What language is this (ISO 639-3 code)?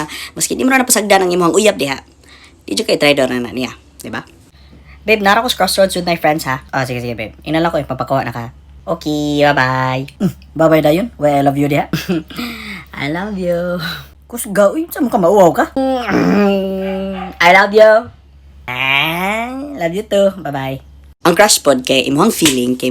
ceb